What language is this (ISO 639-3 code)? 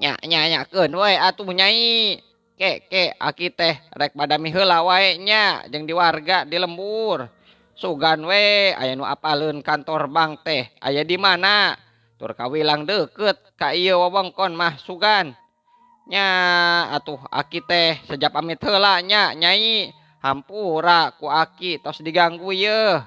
sun